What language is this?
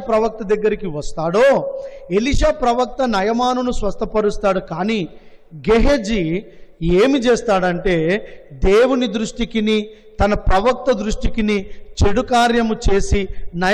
Telugu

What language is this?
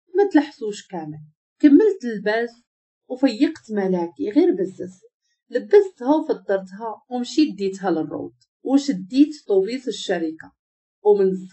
Moroccan Arabic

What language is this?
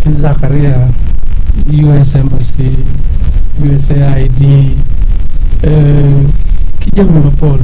Acoli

